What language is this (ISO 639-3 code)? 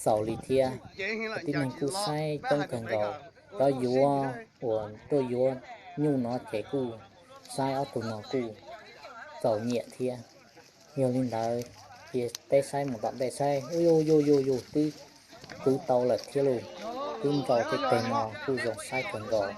hmn